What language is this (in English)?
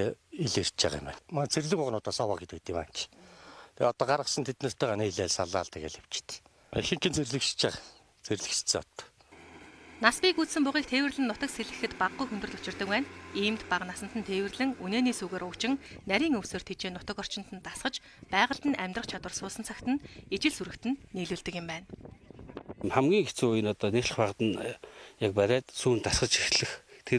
Mongolian